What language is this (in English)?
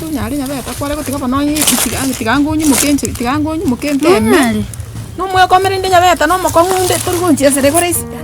Gusii